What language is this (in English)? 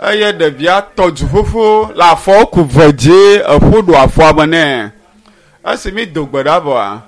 Ewe